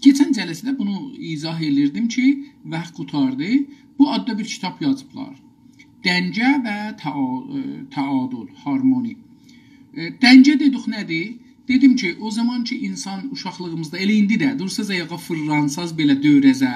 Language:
South Azerbaijani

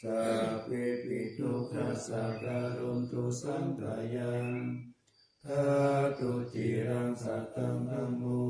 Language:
Pali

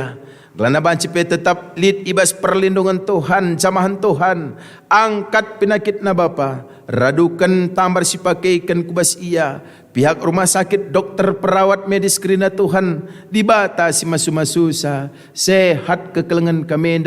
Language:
Batak Karo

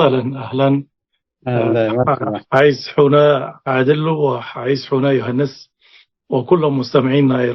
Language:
Tigre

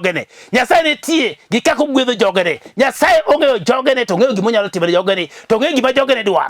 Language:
Luo (Kenya and Tanzania)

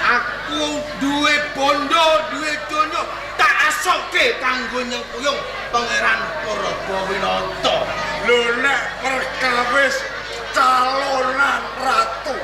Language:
Javanese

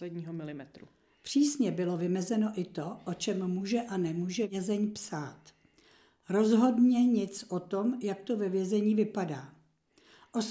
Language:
Czech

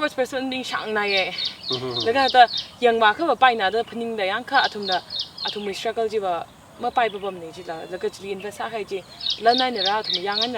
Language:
Tangkhul Naga (India)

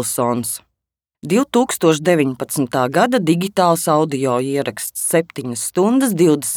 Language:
Latvian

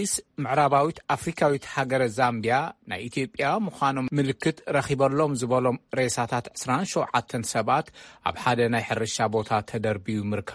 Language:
Tigrinya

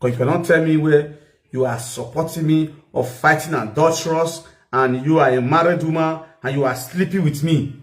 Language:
Nigerian Pidgin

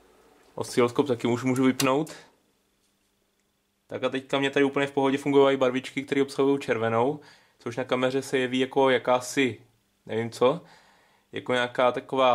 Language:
Czech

